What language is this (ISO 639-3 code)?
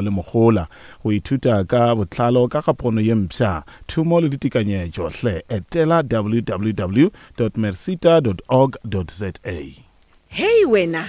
nso